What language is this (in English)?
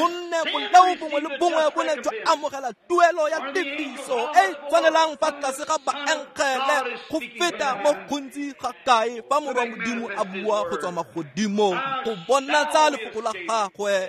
Tswana